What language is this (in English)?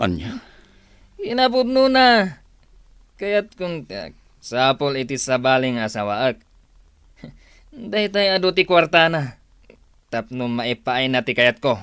Iloko